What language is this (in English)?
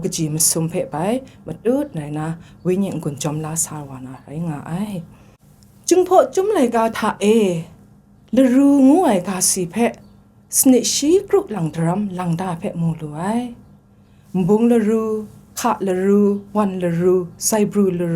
Kachin